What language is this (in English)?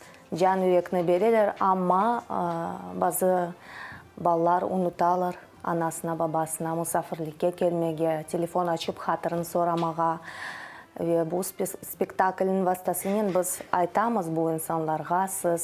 Crimean Tatar